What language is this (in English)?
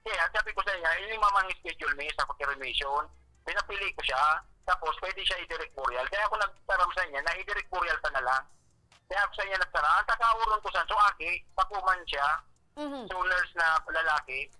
Bikol